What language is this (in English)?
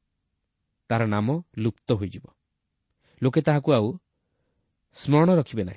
Odia